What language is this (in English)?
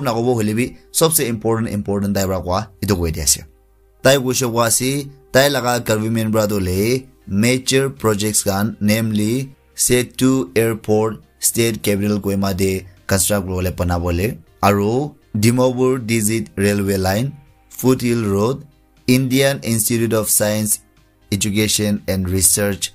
Naga Pidgin